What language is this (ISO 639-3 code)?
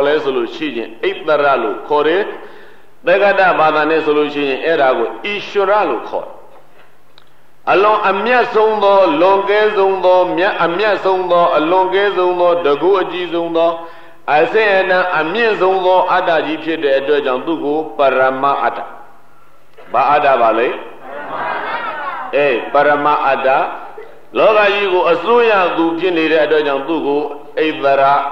mya